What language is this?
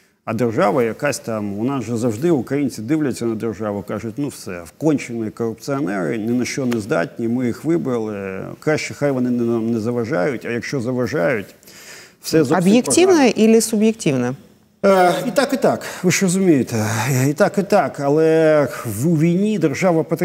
Ukrainian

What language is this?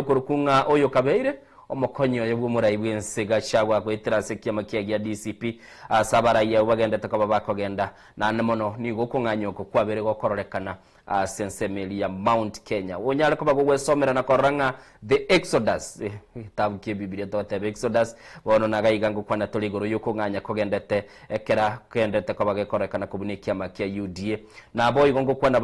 Gusii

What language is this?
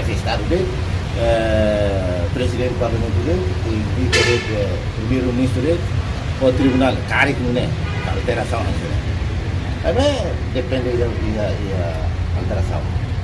Tetum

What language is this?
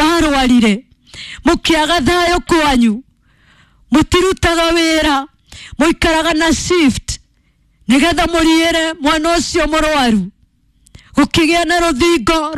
Kikuyu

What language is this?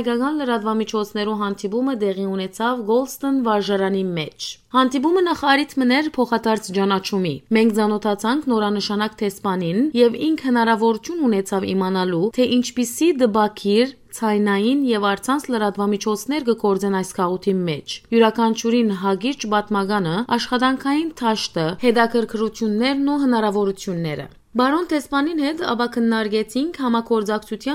Western Armenian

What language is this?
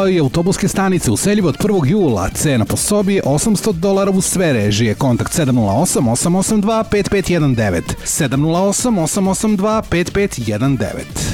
Serbian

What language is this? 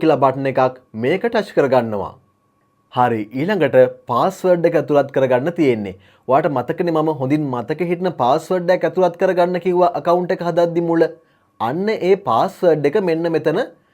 Sinhala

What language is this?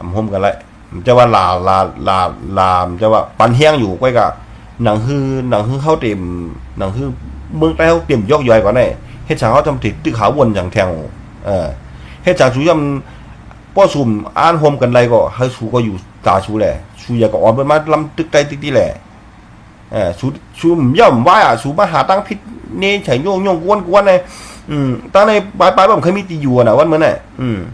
Shan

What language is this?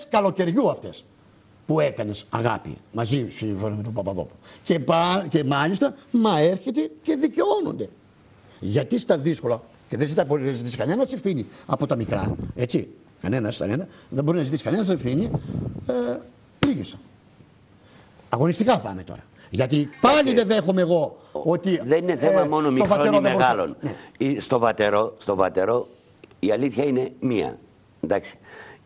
Greek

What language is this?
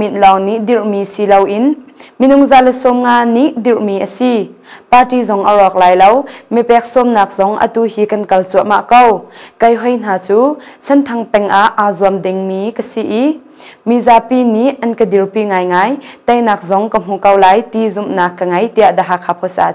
Hakha Chin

